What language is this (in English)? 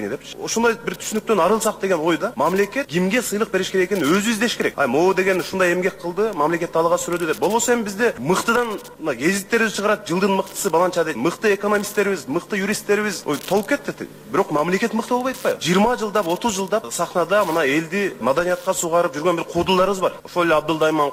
Kyrgyz